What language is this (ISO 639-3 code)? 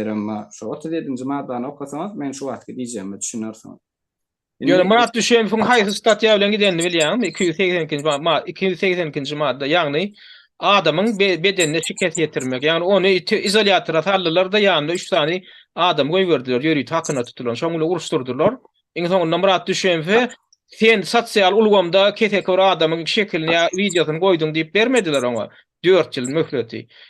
tuk